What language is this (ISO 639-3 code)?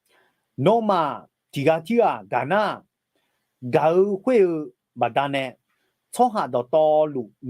ahk